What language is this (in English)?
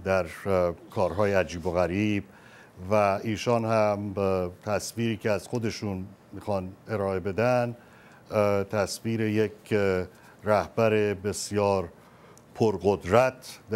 Persian